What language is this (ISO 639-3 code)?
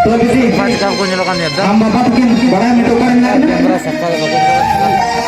sat